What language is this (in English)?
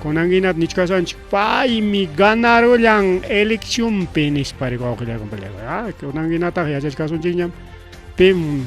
Ayacucho Quechua